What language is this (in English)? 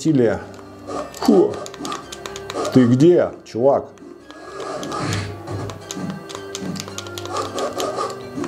Russian